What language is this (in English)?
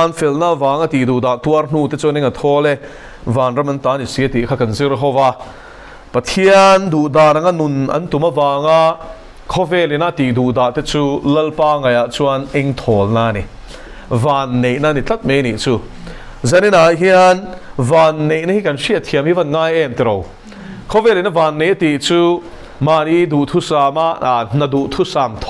Mizo